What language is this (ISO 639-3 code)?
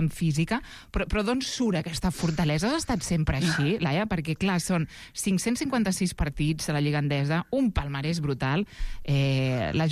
cat